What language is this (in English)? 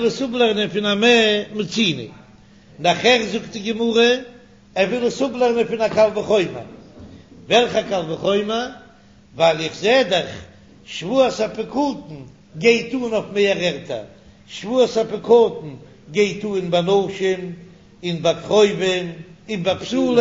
Yiddish